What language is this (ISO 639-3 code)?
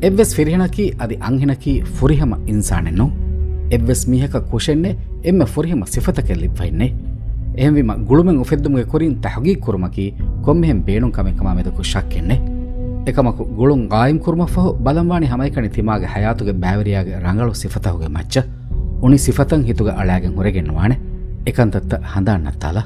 div